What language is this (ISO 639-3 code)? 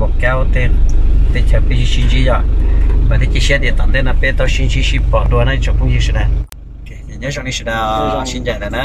hmn